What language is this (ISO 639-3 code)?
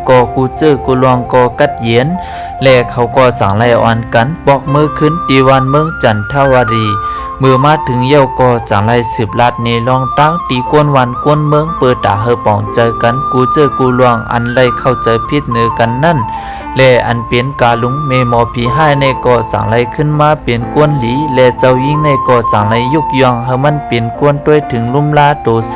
shn